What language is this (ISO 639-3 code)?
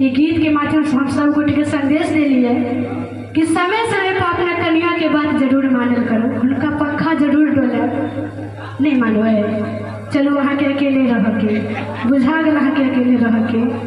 mai